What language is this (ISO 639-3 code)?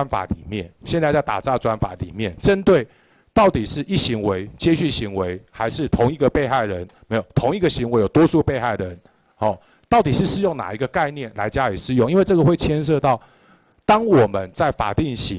zho